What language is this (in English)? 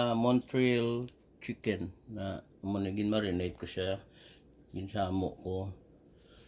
Hiligaynon